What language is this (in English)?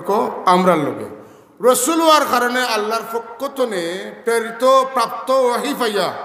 Sylheti